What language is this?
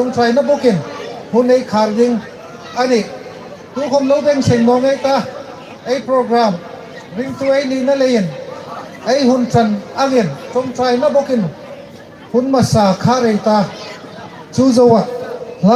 Hmar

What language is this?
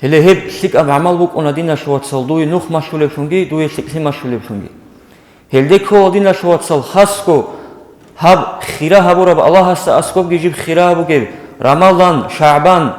Avaric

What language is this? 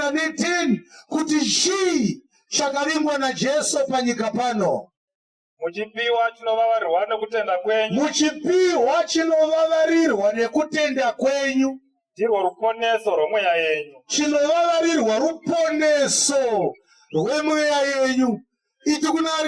Shona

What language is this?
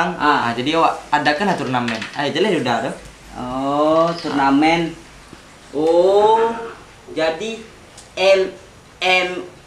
Minangkabau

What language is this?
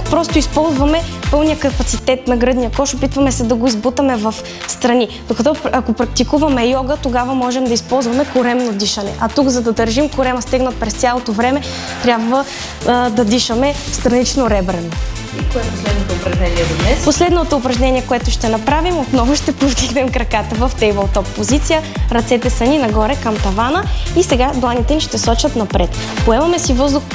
Bulgarian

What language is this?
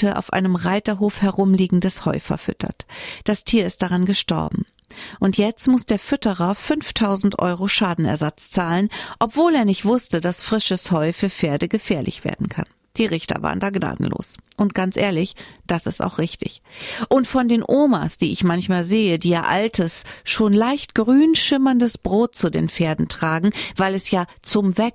German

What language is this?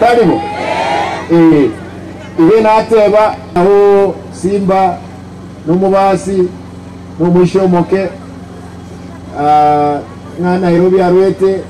Gusii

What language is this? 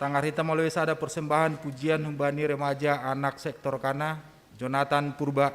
Batak Simalungun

